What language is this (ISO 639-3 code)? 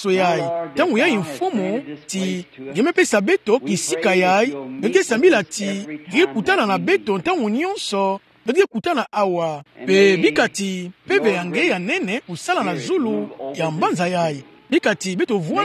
ktu